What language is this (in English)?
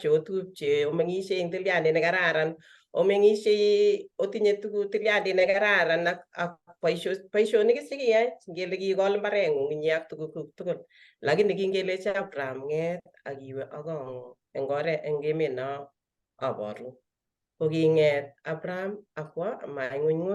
Kalenjin